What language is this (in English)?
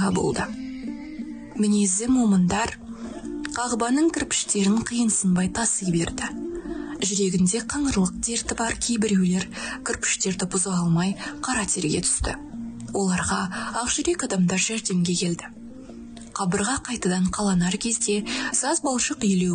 Kazakh